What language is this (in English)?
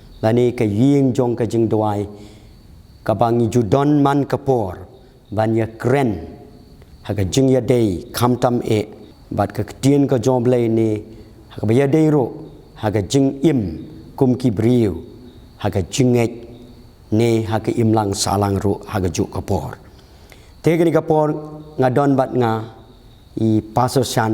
Khasi